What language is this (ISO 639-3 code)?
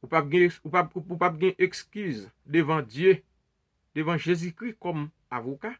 hat